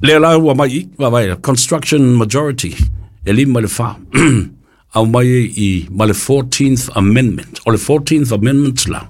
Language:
Samoan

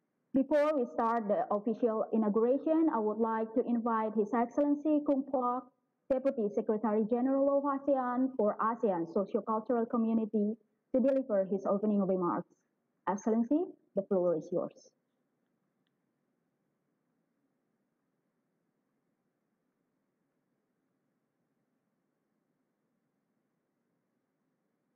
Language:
English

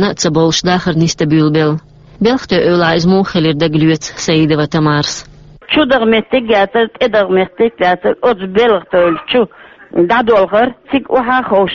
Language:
Chechen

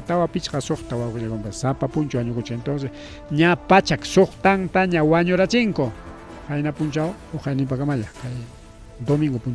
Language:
Ayacucho Quechua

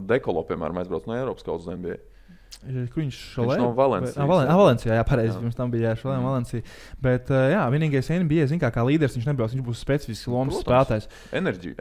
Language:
Latvian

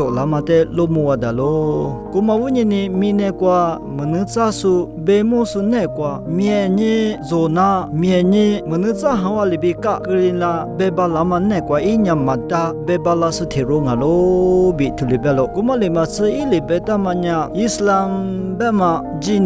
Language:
Lisu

